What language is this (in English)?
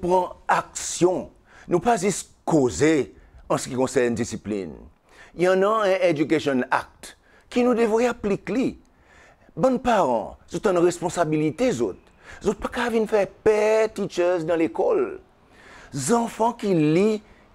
Seselwa Creole French